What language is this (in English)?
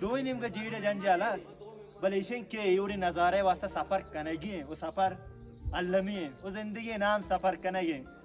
Baluchi